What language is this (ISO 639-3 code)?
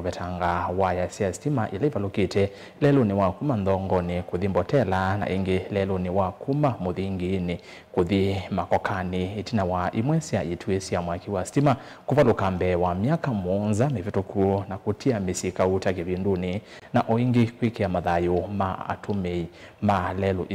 kam